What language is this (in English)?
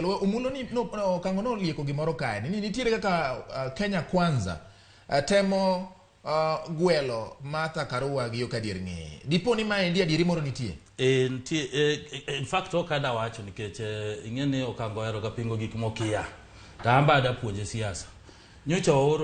Luo (Kenya and Tanzania)